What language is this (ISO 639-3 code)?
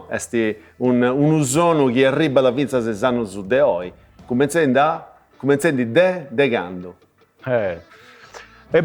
srd